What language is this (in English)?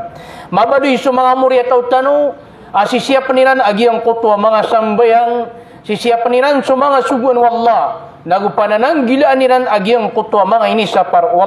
Maranao